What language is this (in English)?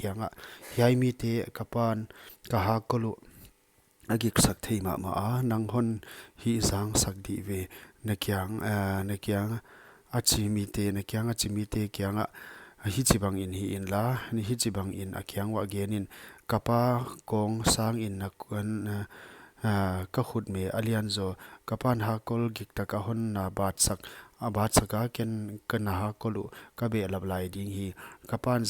Paite Chin